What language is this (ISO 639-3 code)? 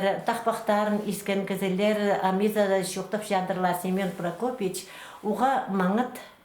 kjh